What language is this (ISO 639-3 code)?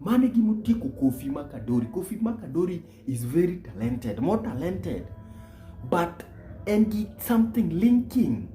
luo